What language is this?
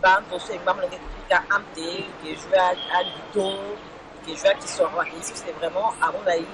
Sango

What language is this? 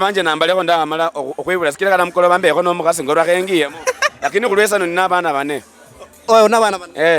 Luyia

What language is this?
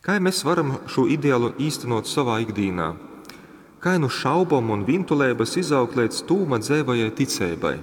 Latgalian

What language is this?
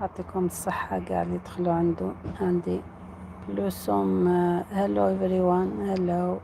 Algerian Arabic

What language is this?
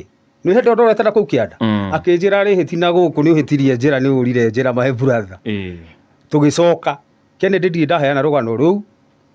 Kikuyu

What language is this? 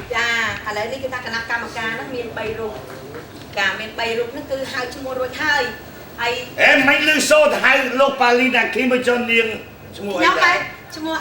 Khmer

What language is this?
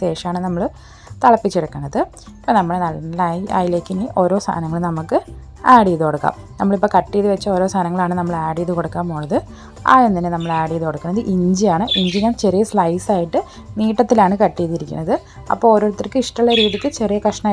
Malayalam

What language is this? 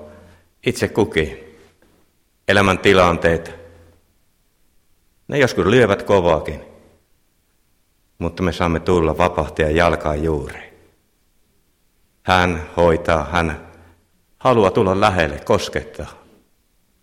Finnish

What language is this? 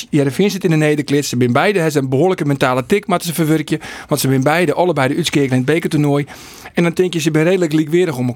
Western Frisian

